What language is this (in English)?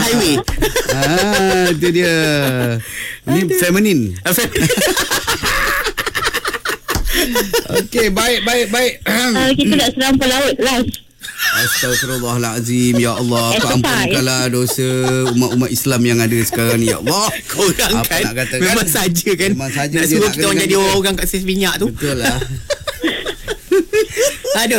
Malay